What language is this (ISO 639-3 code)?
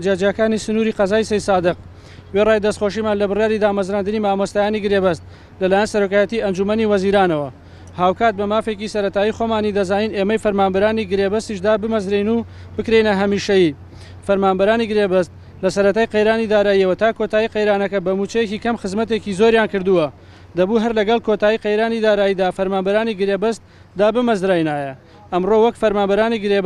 ckb